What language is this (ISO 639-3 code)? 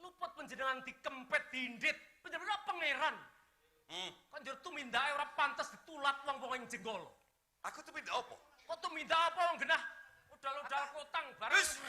jav